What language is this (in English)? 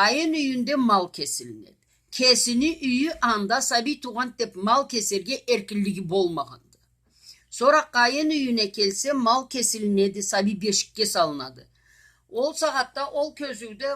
Karachay-Balkar